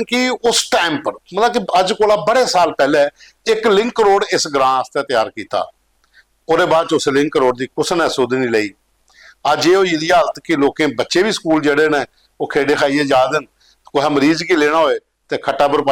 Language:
Dogri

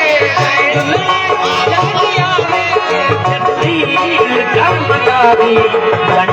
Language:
Saraiki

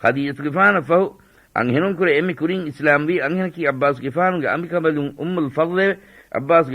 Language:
Divehi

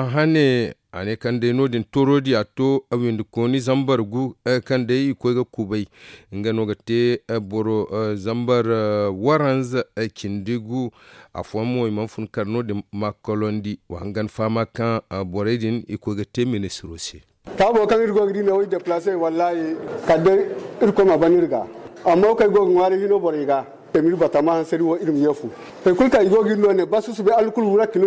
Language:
Zarma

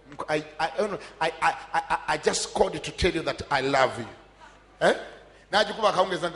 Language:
Ganda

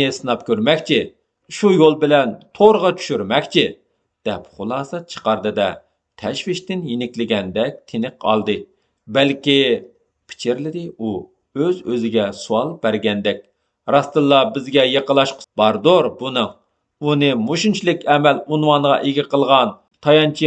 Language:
Uyghur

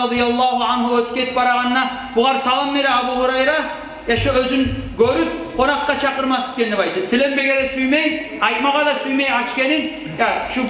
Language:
Kumyk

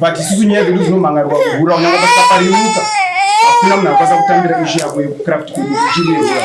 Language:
Shona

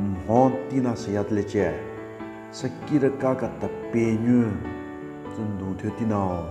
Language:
Southern Rengma Naga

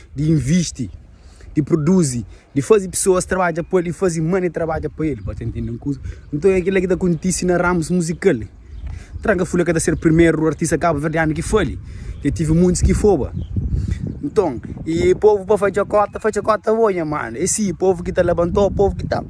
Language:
Kabuverdianu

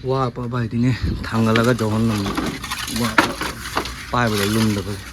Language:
Manipuri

